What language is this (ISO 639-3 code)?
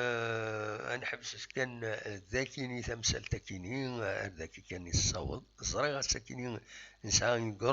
kab